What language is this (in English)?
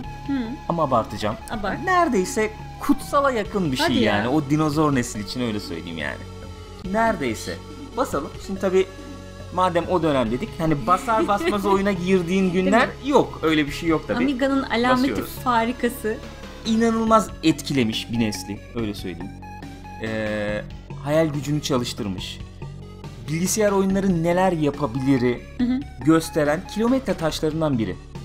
Turkish